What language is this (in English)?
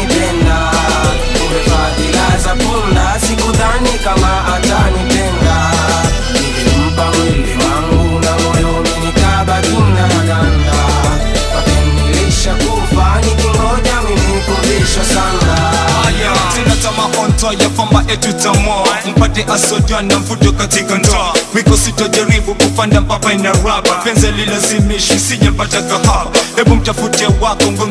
Swahili